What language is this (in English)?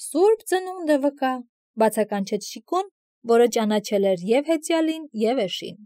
Armenian